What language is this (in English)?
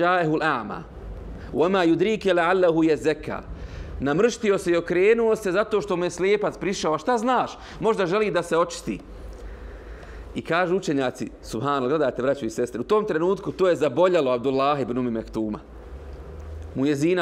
Bosnian